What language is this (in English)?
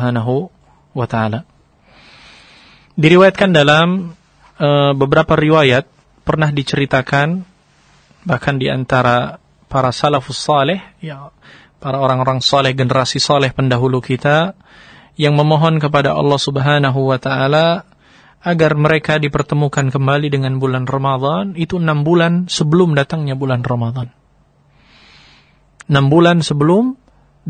Indonesian